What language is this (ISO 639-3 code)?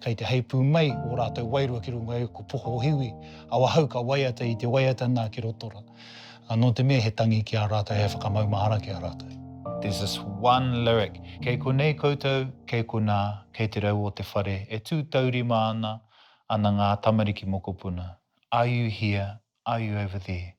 mri